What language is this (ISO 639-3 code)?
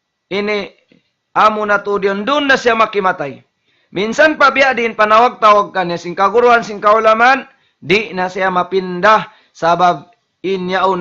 tsg